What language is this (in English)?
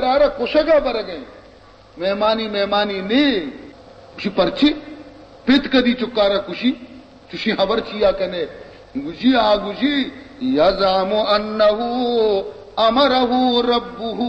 Baluchi